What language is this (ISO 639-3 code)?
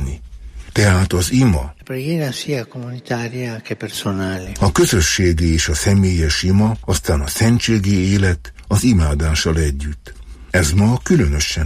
hun